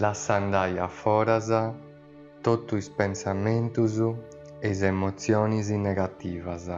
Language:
Sardinian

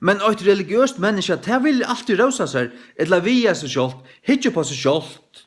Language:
Faroese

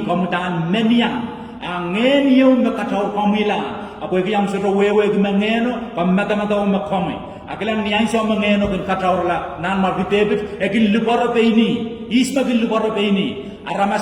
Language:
Pohnpeian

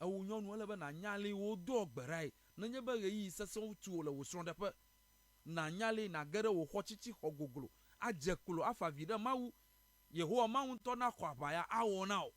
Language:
Ewe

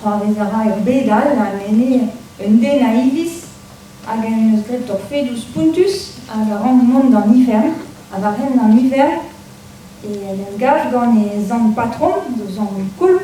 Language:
Breton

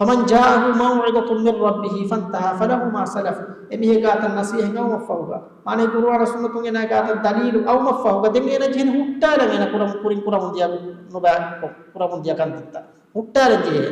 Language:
Divehi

